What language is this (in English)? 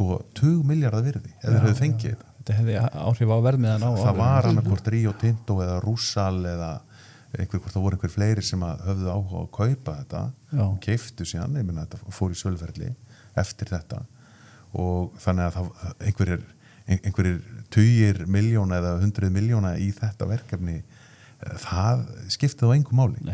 Icelandic